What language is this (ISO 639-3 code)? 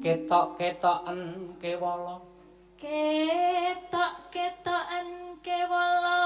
jav